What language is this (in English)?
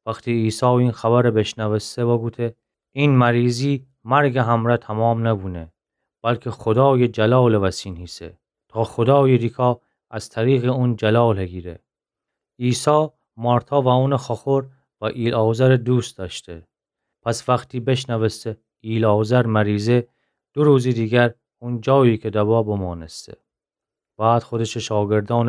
Gilaki